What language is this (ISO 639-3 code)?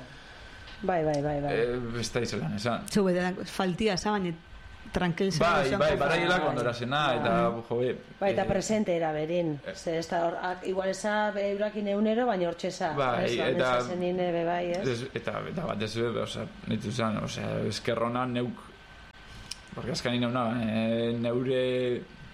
eus